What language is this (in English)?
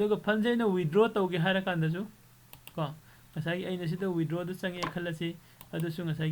Manipuri